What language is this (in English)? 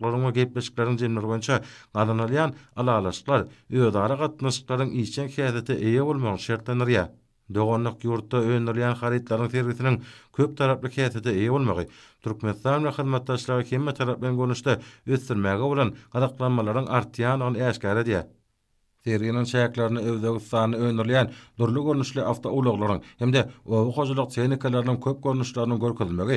Turkmen